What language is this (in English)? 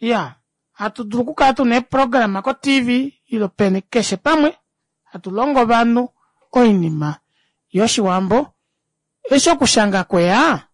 Kuanyama